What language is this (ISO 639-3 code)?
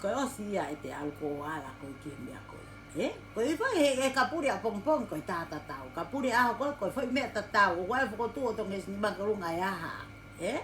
ton